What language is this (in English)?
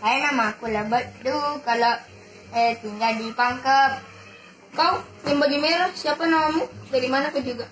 Buginese